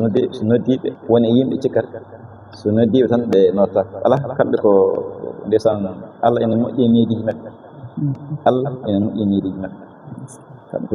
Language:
Fula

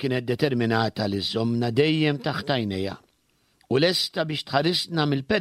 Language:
Maltese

